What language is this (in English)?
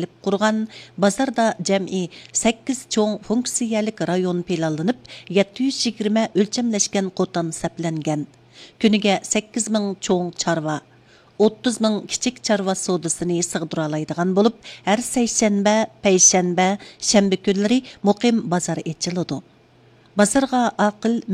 Uyghur